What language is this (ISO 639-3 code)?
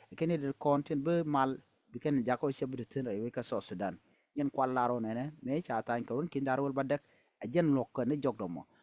nus